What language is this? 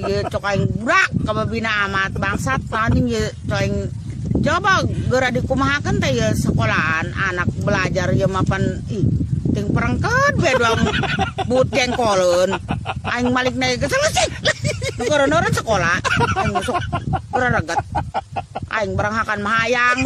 Sundanese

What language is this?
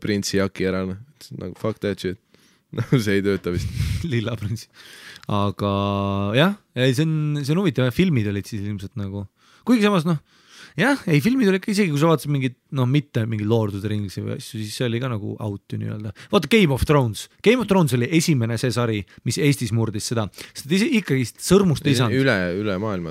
Estonian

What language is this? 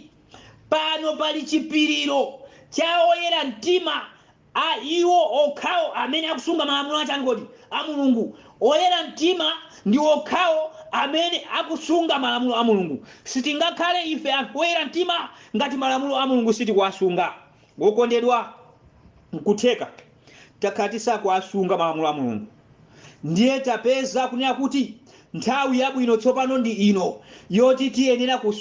Nyanja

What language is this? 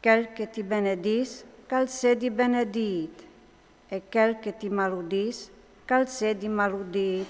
Friulian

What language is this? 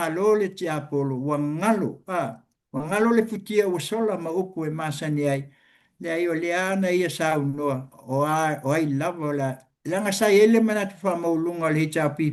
Samoan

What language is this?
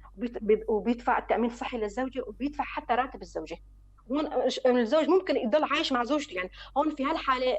North Levantine Arabic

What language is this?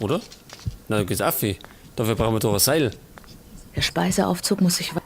Bavarian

